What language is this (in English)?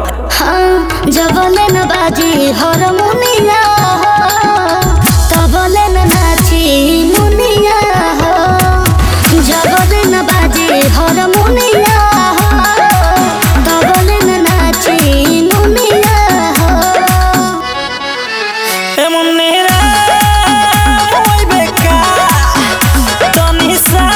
Bhojpuri